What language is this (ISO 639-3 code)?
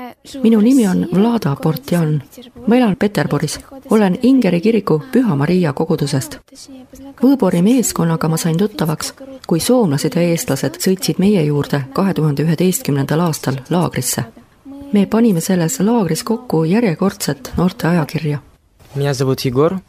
est